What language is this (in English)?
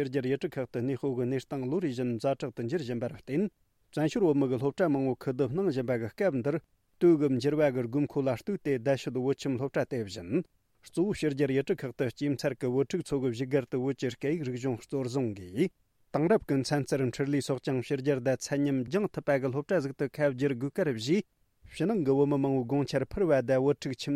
Tibetan